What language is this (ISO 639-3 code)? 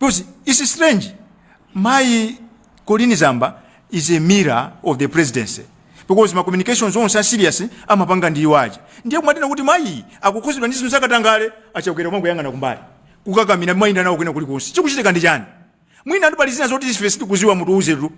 nya